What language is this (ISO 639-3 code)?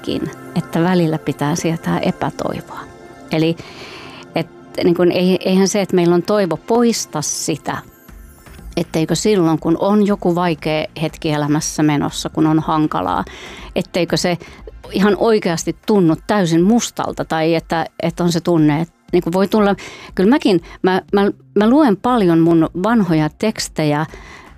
fin